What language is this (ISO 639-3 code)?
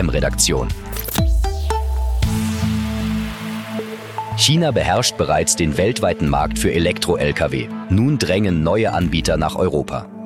deu